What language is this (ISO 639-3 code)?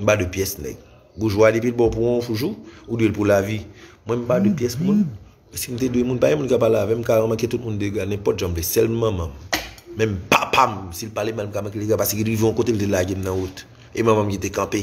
hat